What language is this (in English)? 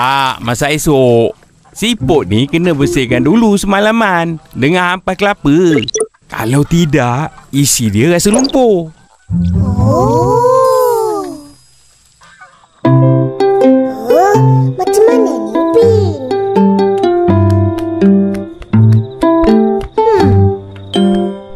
Malay